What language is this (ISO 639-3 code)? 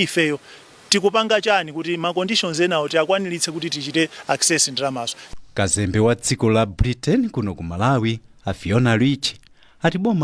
nya